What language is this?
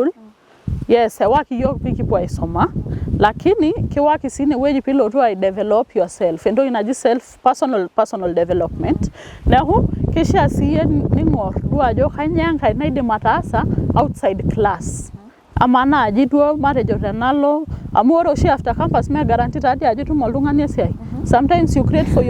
Masai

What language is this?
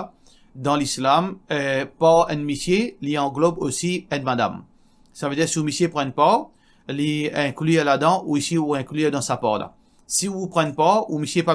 Morisyen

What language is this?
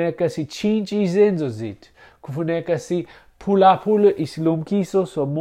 Xhosa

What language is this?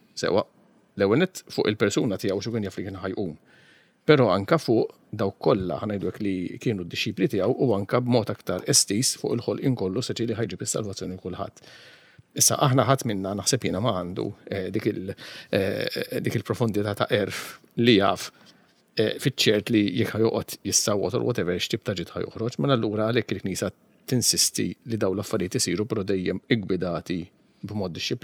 Maltese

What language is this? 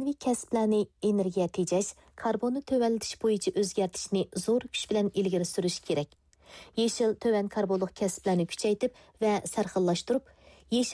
Uyghur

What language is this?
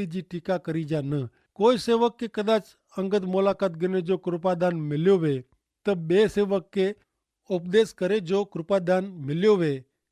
Kachhi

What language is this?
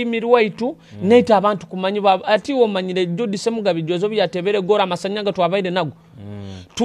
Nyoro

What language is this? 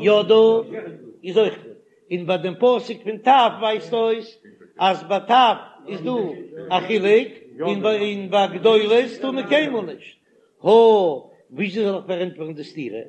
Yiddish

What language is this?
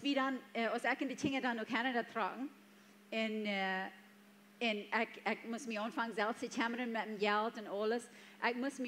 Plautdietsch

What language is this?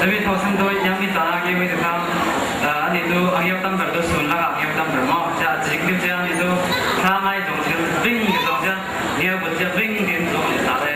Falam Chin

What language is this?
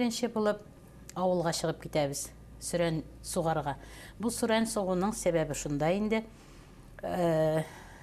Bashkir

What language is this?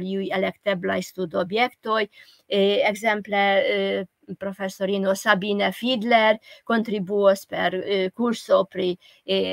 Esperanto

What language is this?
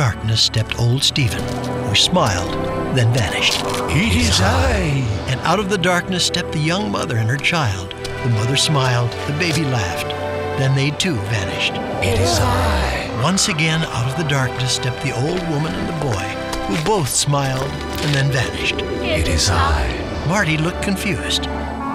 English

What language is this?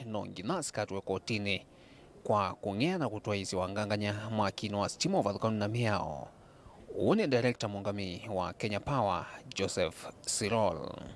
Kamba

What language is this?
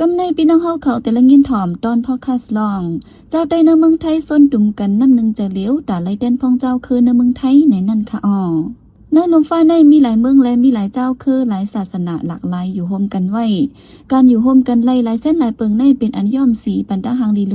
Shan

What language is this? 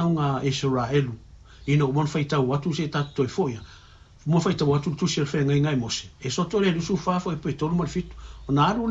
Samoan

